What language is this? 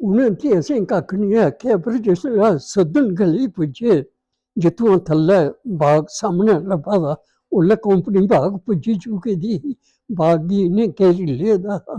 Dogri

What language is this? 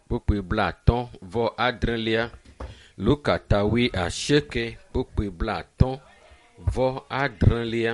Ewe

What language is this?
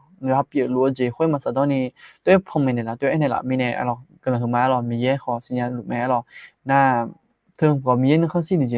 Akha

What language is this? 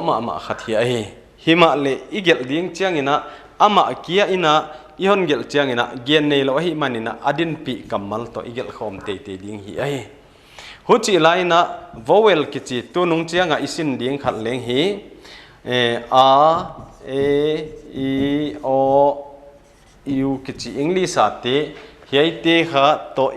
Paite Chin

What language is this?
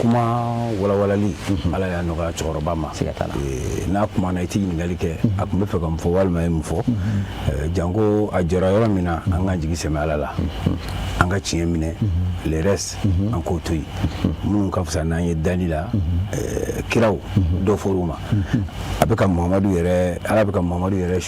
Bambara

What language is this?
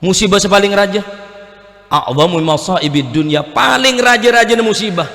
Madurese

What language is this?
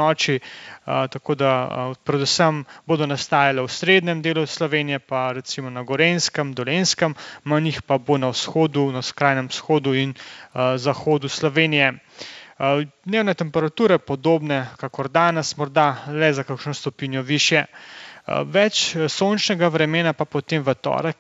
Slovenian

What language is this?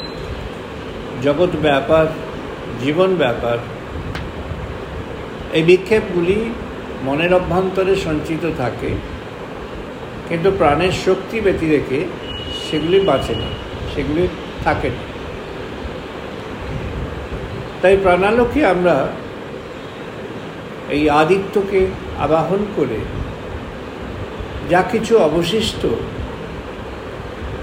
Bangla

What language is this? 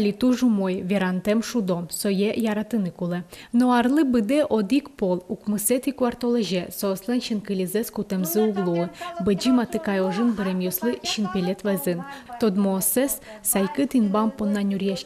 Udmurt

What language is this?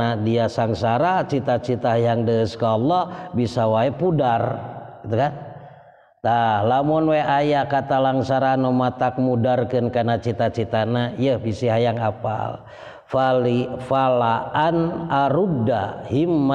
Sundanese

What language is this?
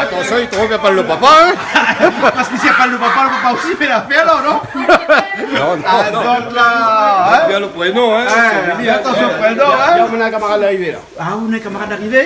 Réunion Creole French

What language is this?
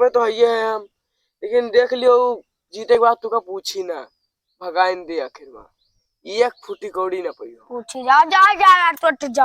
Awadhi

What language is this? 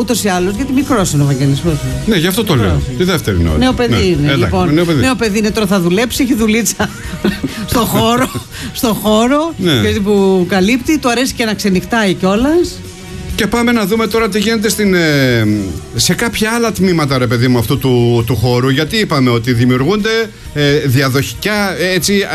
Greek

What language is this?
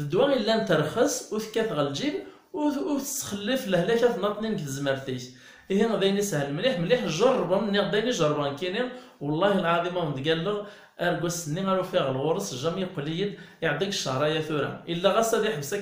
Kabyle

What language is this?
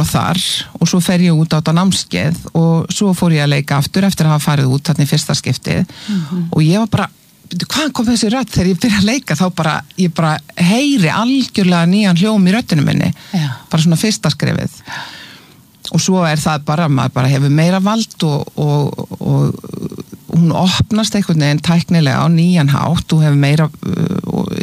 Icelandic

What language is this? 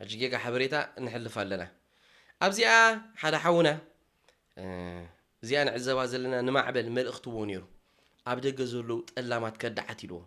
Tigrinya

